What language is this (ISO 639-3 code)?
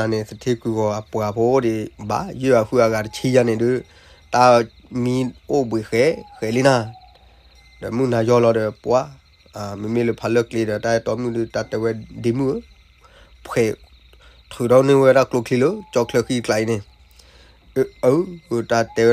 ksw